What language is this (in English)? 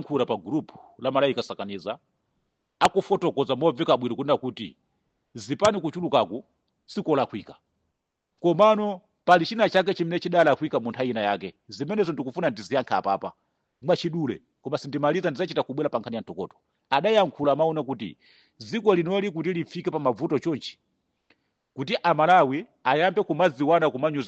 Nyanja